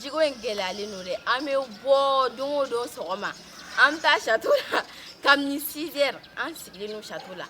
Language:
Bambara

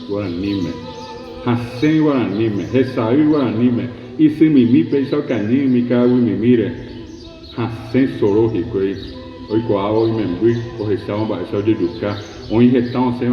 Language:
Guarani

